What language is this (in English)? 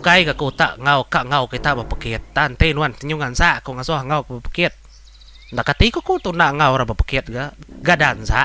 Iban